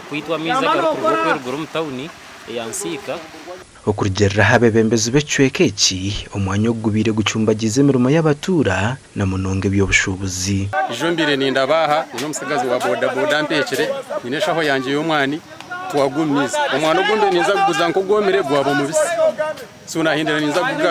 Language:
Nyankole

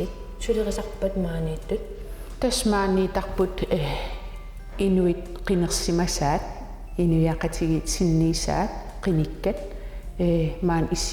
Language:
Kalaallisut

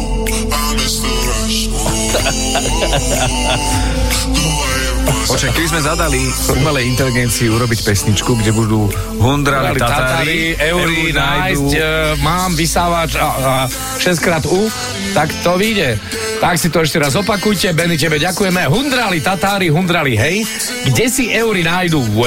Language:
Slovak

